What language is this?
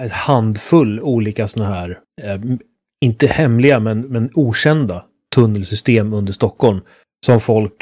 Swedish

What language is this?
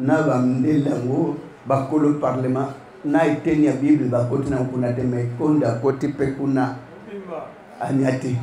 Lingala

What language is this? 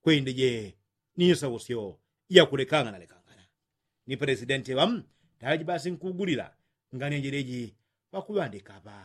Yao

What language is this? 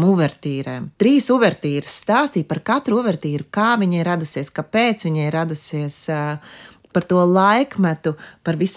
Latvian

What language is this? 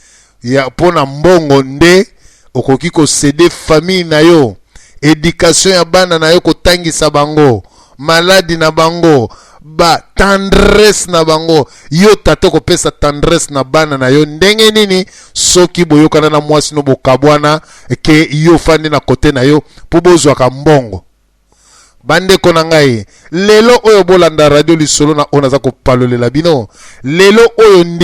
Lingala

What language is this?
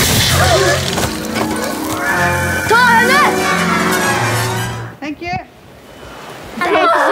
Norwegian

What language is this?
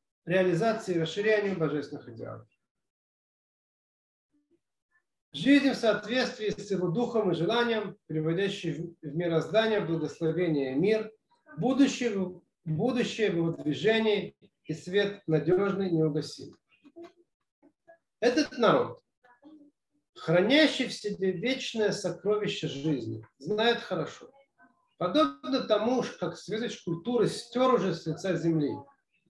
Russian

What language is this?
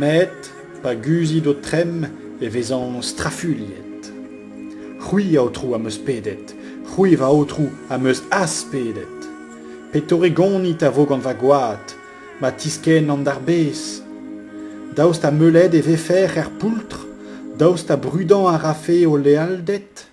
Breton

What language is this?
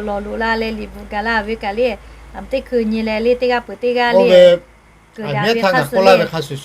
Lahu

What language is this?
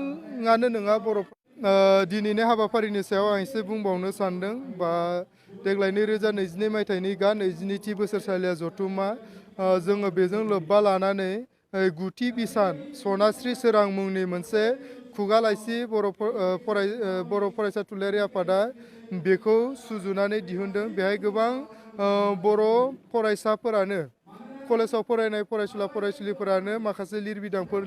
Bodo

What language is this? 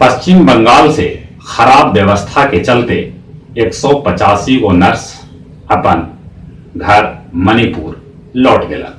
Magahi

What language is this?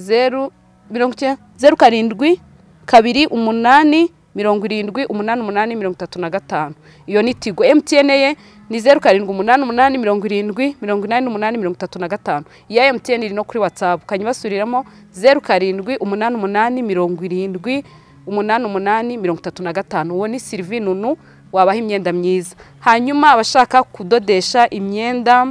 Kinyarwanda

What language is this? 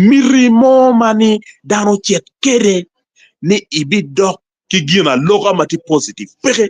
Acoli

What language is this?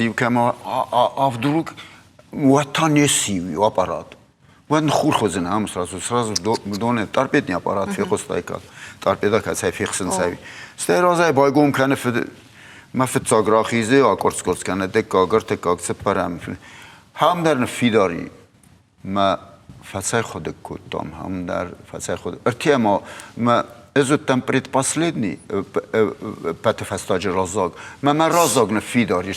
Ossetic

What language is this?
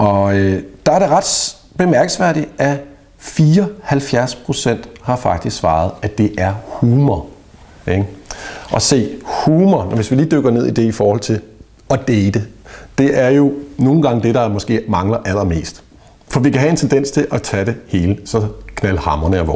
Danish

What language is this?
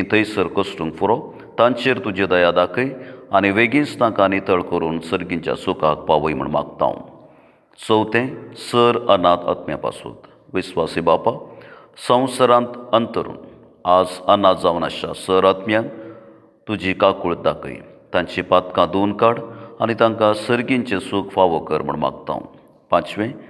Konkani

